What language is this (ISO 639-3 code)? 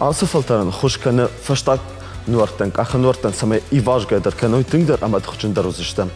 oss